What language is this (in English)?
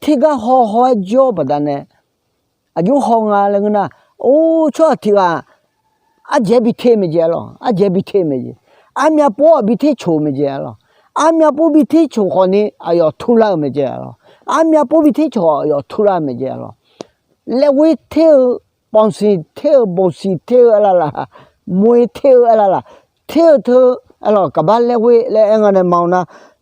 Akha